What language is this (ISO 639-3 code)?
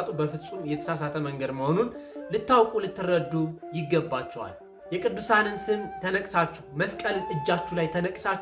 amh